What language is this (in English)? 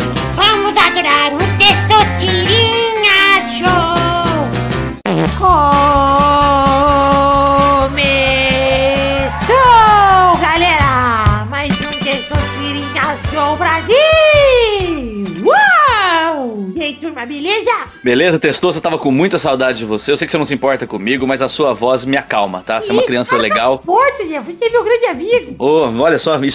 Portuguese